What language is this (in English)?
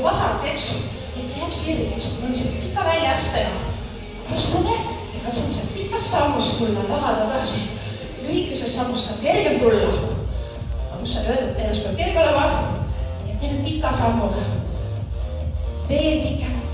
Estonian